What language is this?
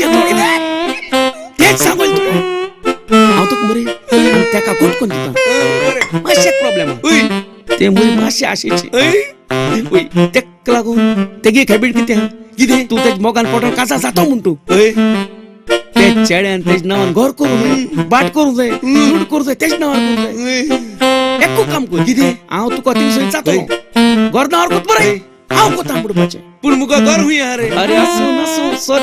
Konkani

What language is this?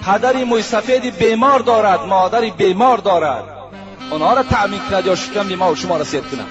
Tajik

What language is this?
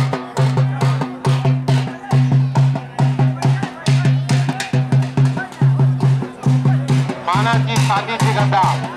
Marathi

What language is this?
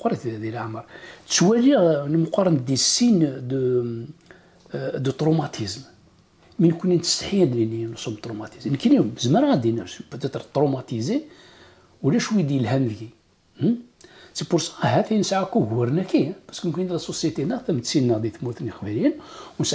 Kabyle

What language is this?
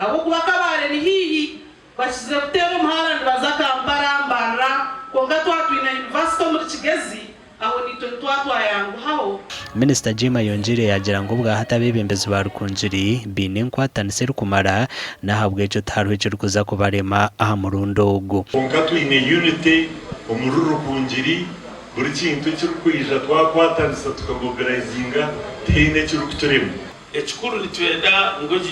Nyankole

